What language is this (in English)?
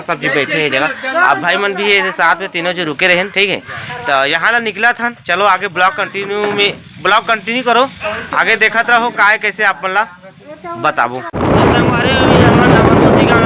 Chhattisgarhi